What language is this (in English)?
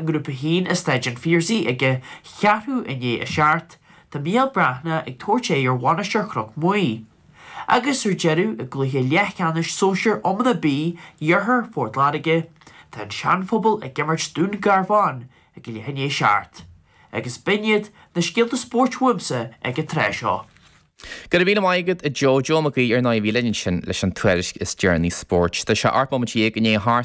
Irish